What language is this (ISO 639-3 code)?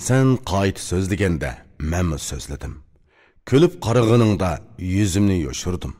uig